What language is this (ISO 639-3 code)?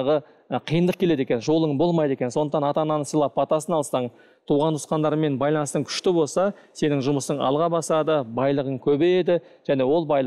kaz